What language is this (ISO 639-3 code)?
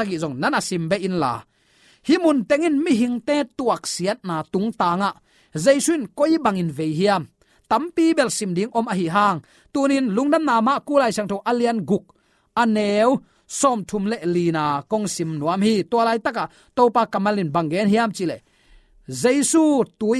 ctd